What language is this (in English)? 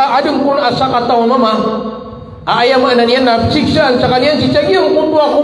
Maranao